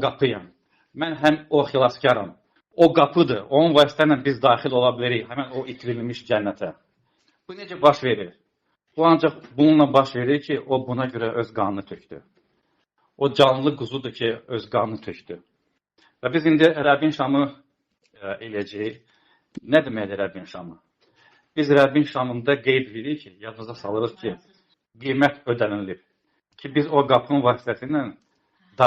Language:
Azerbaijani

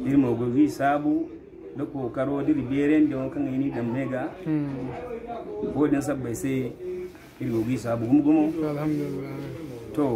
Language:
Zarma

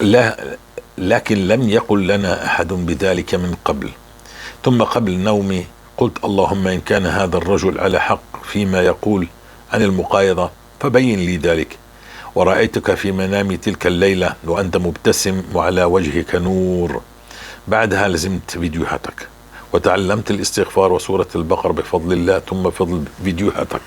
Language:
North Levantine Arabic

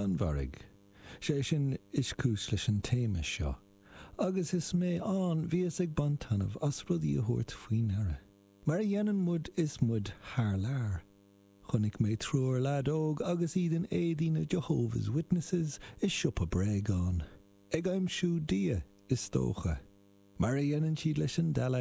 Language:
Irish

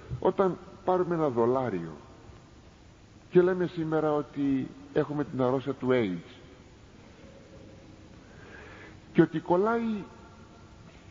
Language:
Greek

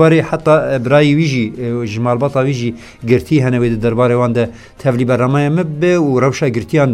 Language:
Kurdish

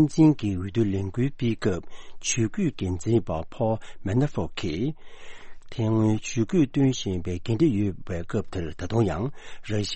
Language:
Tibetan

